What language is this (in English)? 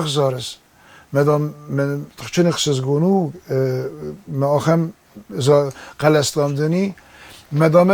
Ossetic